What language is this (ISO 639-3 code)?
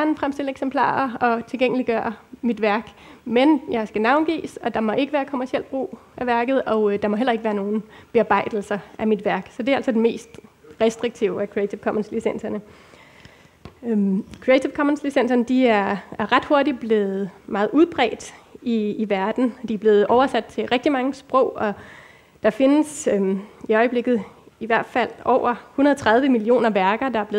dan